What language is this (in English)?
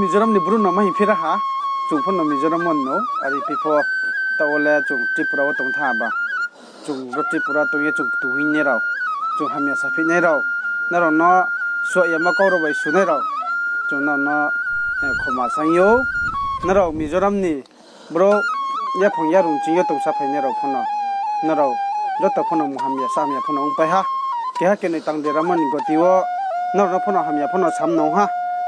Riang (India)